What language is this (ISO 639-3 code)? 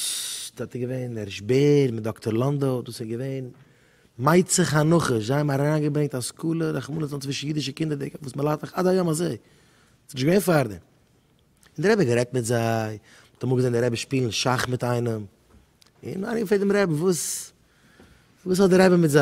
yid